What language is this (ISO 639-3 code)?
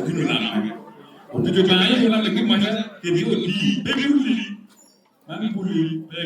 laj